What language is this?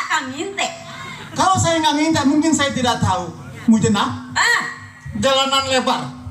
Betawi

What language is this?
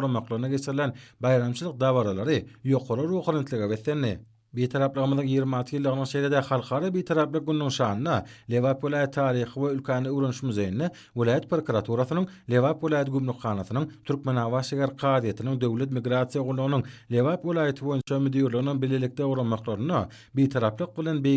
Turkmen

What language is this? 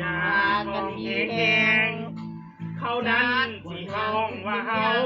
Lao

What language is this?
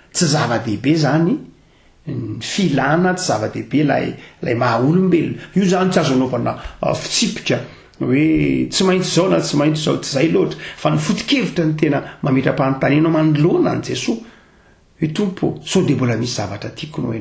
Malagasy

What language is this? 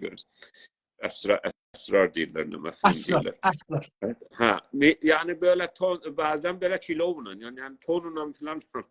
South Azerbaijani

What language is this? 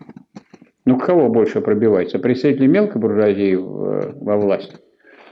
Russian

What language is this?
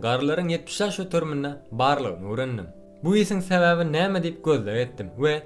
Turkmen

